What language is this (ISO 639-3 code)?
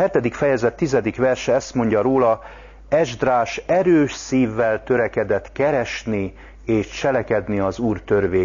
hun